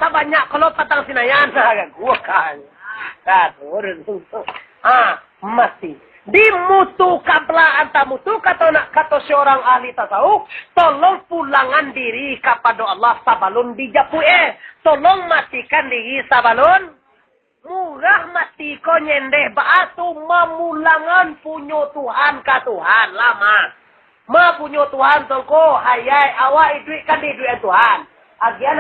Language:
Minangkabau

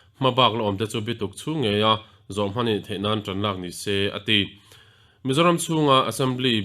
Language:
Mizo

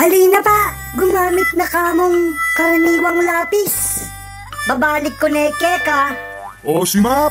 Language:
Pampanga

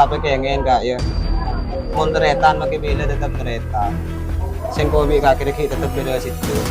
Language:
Madurese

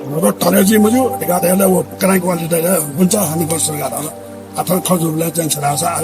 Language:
Newari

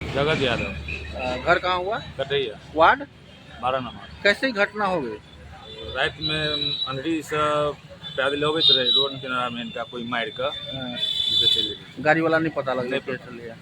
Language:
Maithili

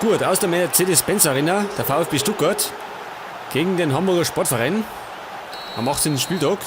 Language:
Bavarian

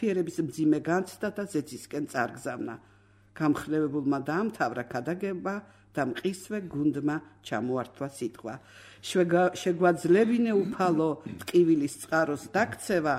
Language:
Georgian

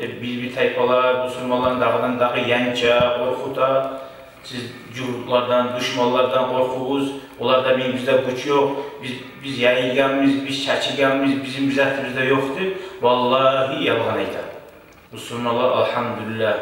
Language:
Kumyk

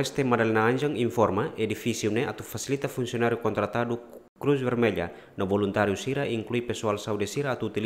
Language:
Tetum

